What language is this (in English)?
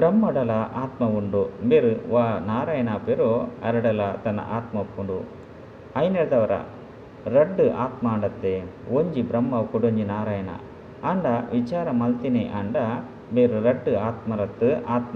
Tulu